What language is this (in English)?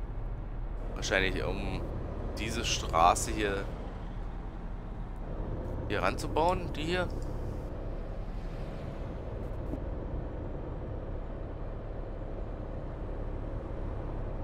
German